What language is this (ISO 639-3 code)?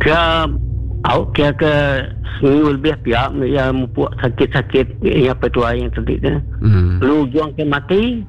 iba